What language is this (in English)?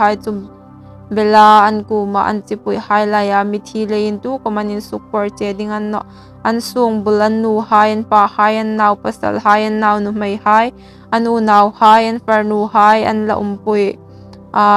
Hmar